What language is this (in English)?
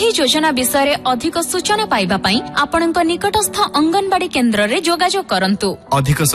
Odia